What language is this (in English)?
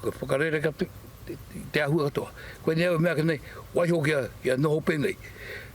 Māori